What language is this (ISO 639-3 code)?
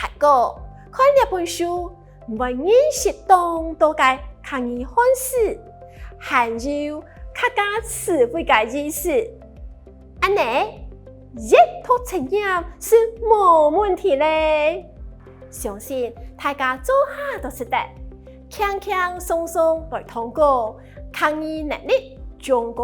hak